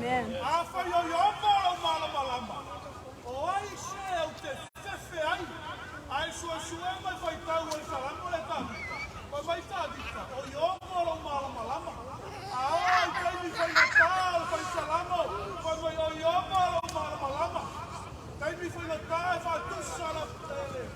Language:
Samoan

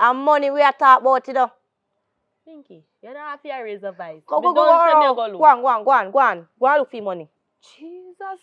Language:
Jamaican Creole English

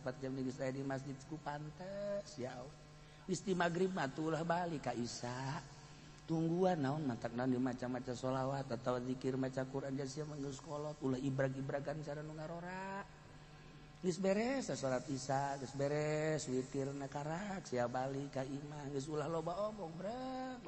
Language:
Sundanese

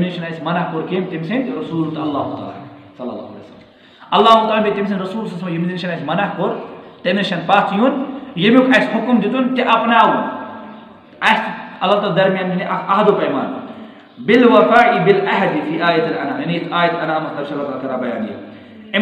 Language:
Kashmiri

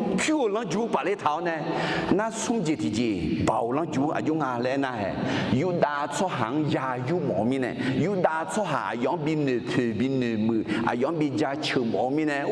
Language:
Akha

